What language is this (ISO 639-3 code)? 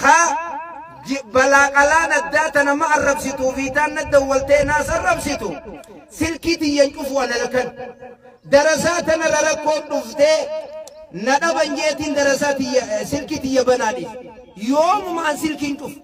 orm